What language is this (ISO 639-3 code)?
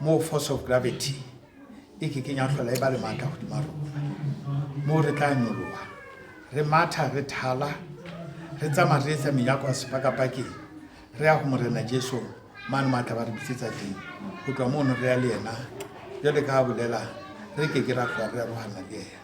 sot